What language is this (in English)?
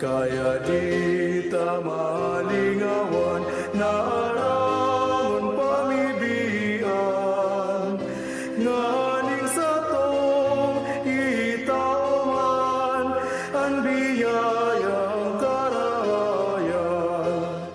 Bikol